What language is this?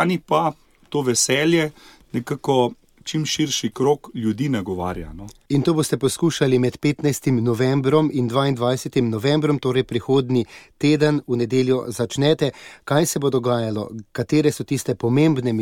Slovenian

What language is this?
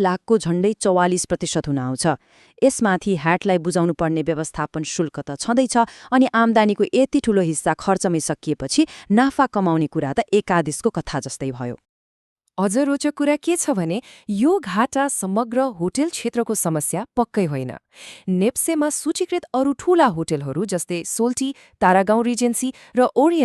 Nepali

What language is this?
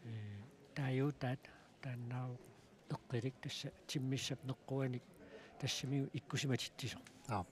Kalaallisut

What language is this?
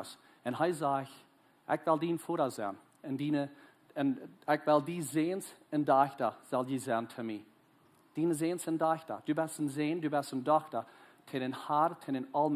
Plautdietsch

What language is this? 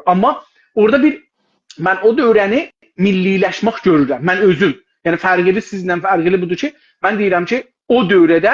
South Azerbaijani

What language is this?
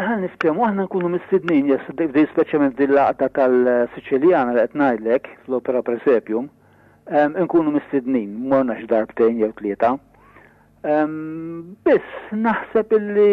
Maltese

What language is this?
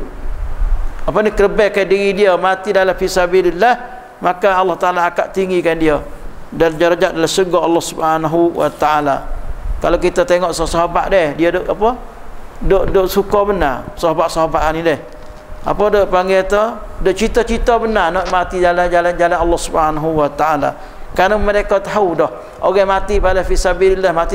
Malay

